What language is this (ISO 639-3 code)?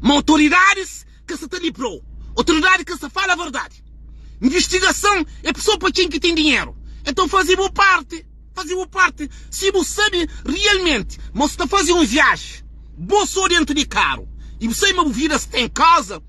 kea